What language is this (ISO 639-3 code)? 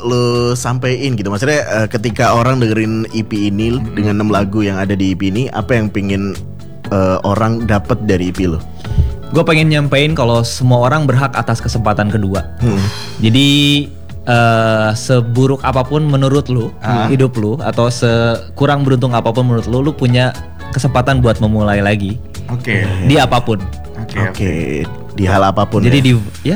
ind